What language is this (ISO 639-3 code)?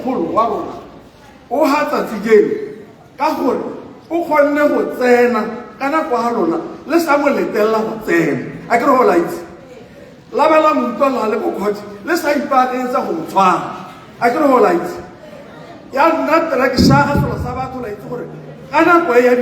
tsn